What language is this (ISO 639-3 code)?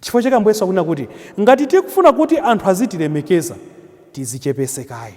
nya